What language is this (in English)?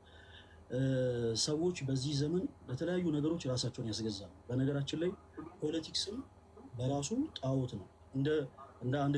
Amharic